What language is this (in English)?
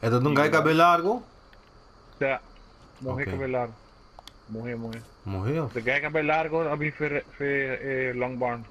Papiamento